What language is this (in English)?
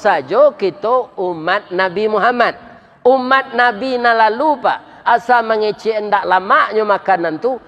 Minangkabau